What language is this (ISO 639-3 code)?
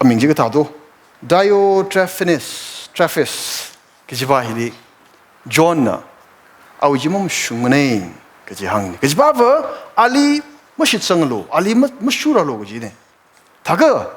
nmf